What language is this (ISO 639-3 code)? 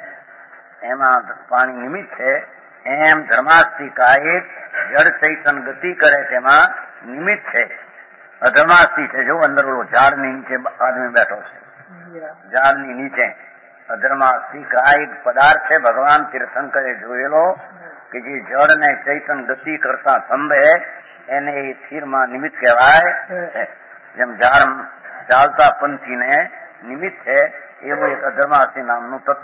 guj